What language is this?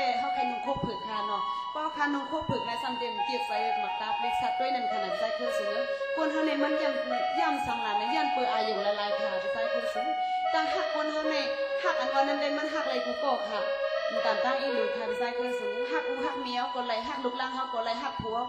Shan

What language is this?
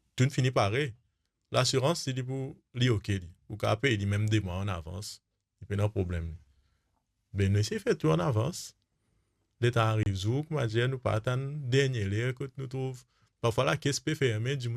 Morisyen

